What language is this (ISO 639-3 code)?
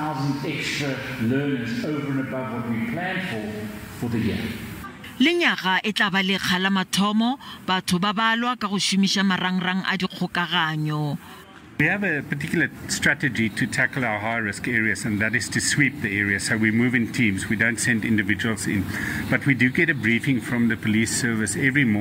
sot